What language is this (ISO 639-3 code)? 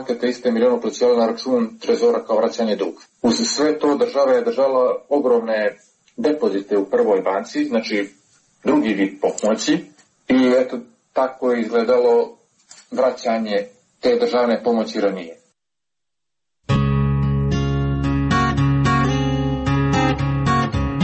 srp